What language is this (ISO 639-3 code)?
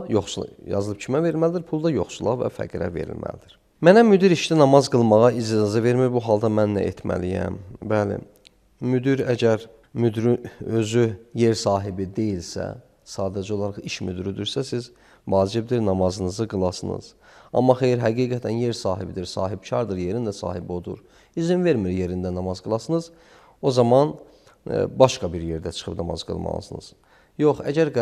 aze